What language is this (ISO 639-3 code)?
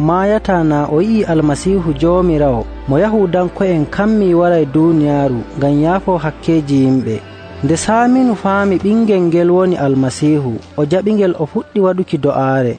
fuv